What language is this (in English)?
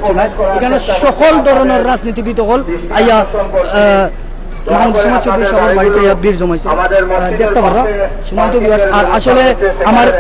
Sylheti